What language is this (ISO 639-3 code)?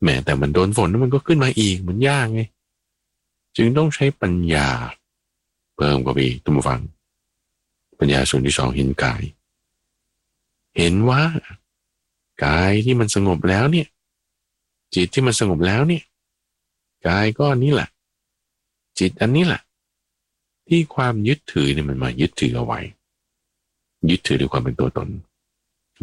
tha